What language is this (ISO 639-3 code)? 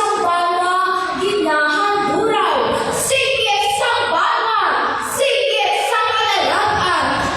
hil